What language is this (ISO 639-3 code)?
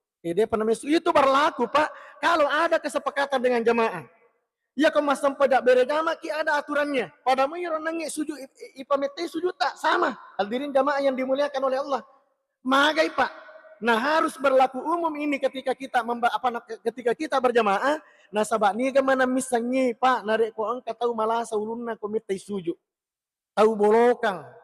bug